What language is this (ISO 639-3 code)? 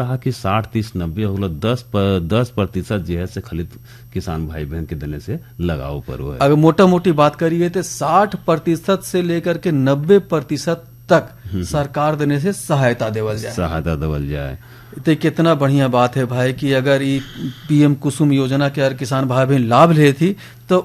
bho